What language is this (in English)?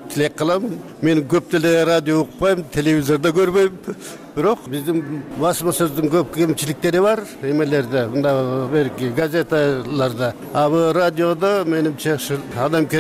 Kyrgyz